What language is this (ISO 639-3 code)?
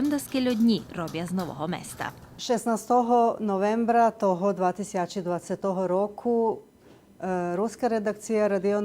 rue